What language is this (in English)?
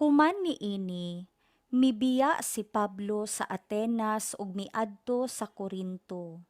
Cebuano